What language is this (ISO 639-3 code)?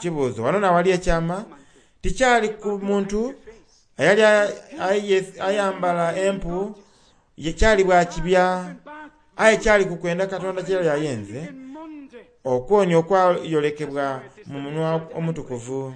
xog